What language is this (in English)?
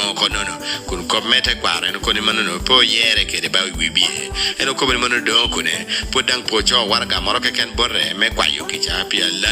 Lango (Uganda)